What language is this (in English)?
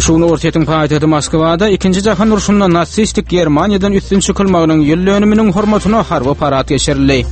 Turkmen